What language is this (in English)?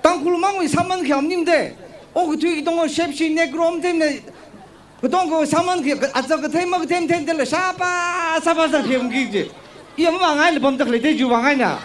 Tangkhul Naga (India)